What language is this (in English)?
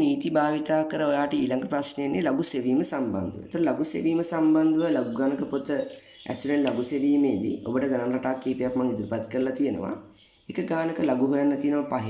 Sinhala